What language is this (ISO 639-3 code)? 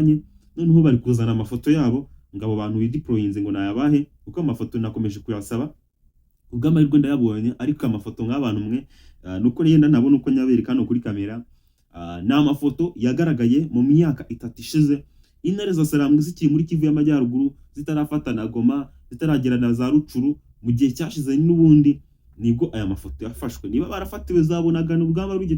kin